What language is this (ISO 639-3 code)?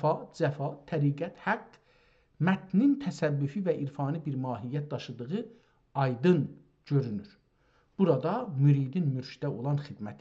azb